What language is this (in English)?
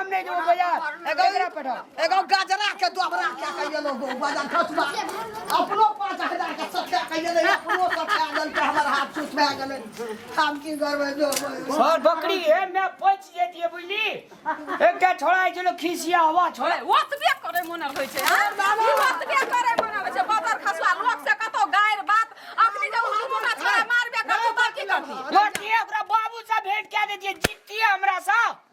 Maithili